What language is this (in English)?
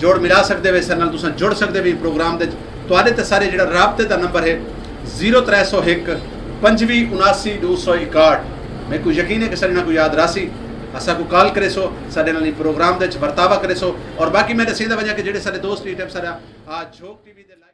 Saraiki